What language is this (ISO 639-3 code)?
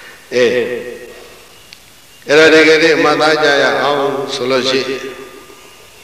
mya